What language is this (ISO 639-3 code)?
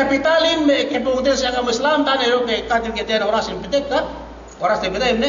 yka